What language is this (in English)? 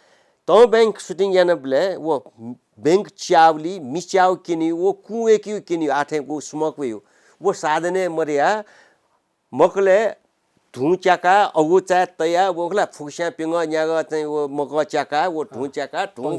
Newari